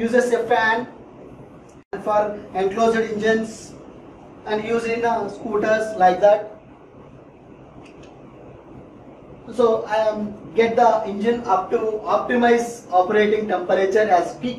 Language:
English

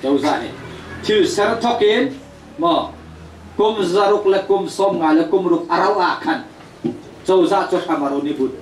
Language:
Hakha Chin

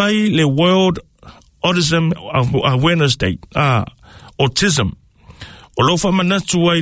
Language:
Samoan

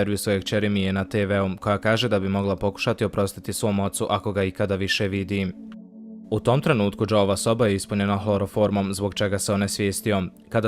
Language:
Bosnian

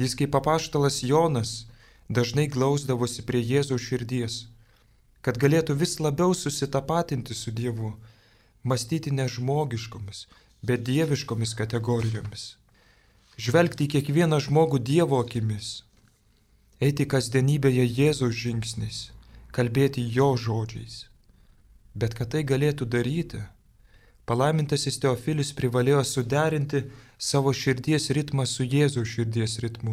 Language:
Lithuanian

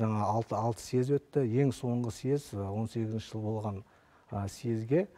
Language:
Kazakh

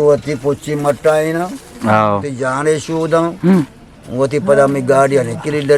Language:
Eastern Balochi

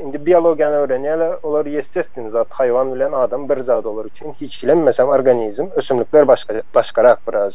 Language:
Turkmen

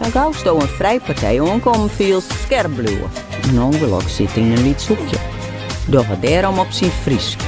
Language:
Western Frisian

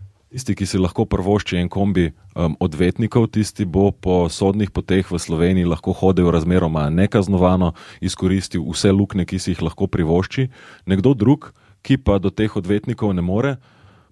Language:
Slovenian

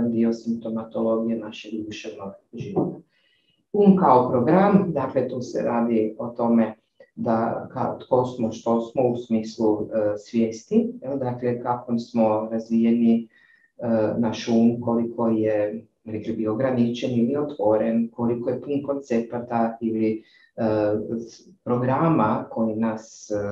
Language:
Croatian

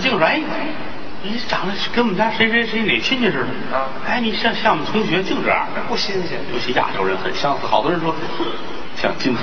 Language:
Chinese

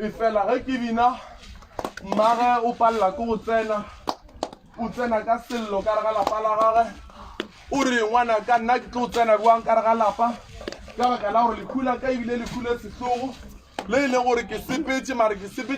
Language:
Northern Sotho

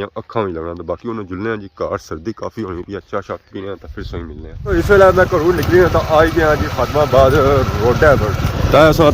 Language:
Pahari-Potwari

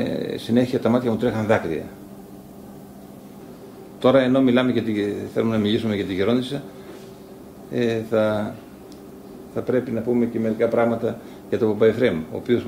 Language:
Greek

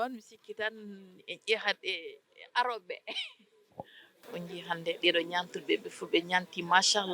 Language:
Fula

